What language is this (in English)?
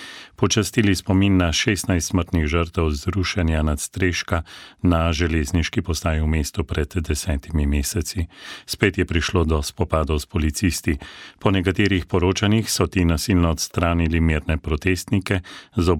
Slovenian